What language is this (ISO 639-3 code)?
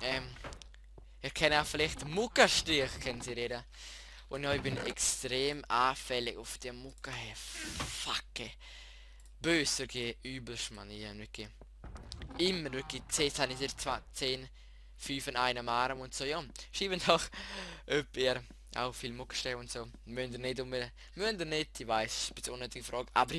gsw